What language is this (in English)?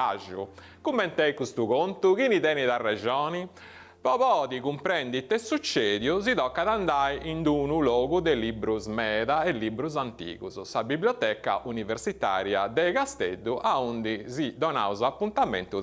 Sardinian